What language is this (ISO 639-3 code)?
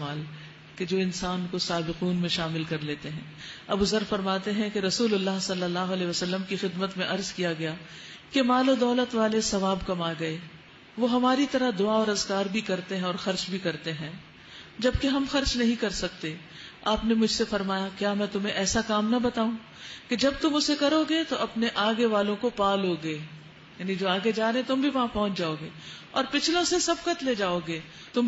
urd